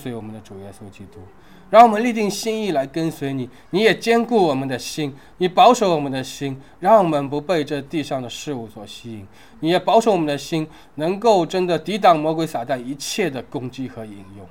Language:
Chinese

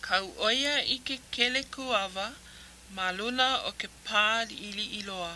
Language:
Hawaiian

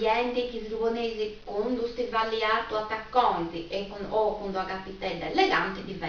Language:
Sardinian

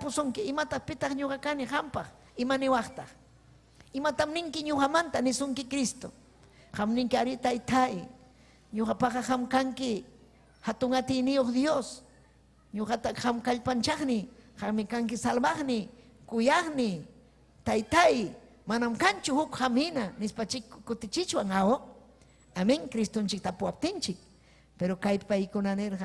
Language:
Ayacucho Quechua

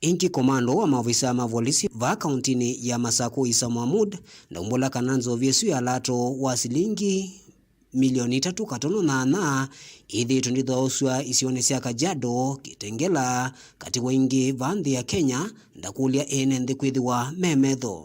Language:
Kamba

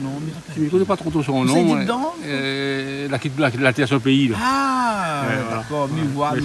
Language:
Réunion Creole French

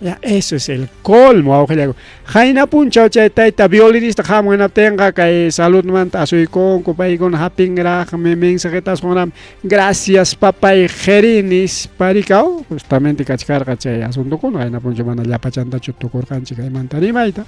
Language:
Ayacucho Quechua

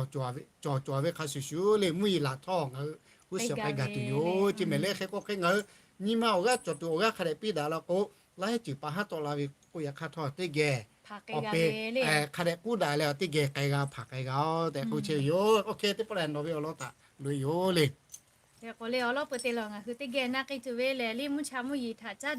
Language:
Lahu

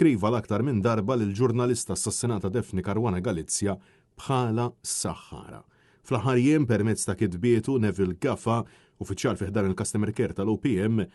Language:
Maltese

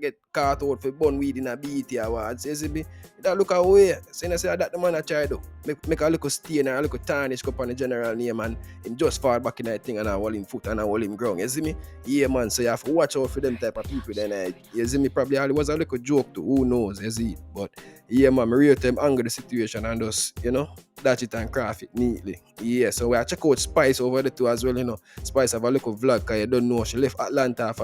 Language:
Jamaican Creole English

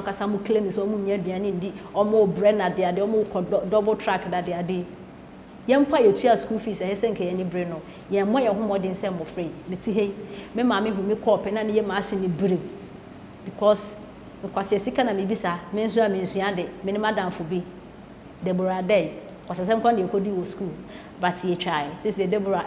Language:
Akan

